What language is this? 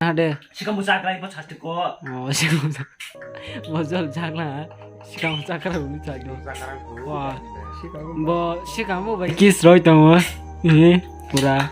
Kok Borok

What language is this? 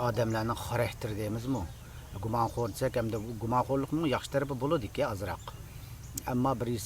Uyghur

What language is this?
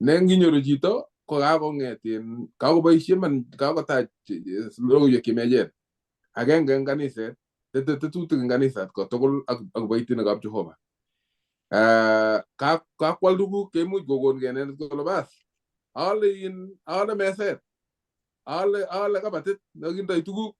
Kalenjin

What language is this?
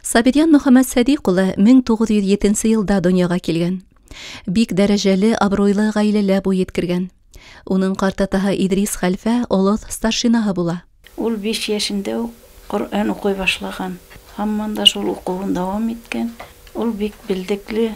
Bashkir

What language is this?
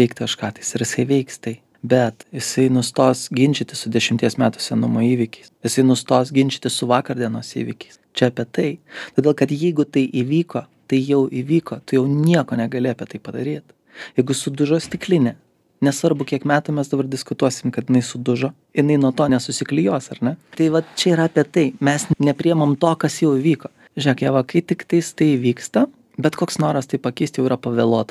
Lithuanian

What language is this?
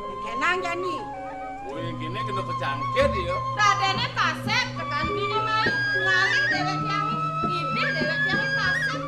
Balinese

